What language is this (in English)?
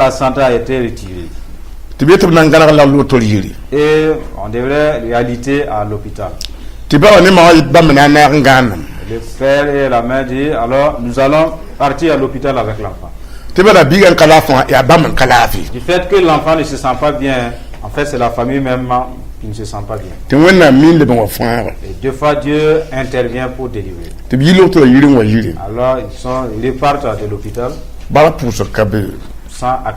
Mossi